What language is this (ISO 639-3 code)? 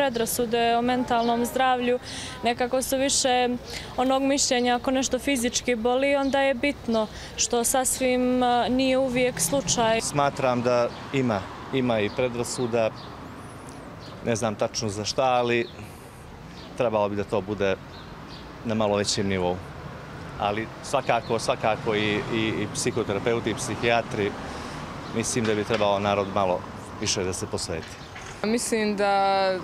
srp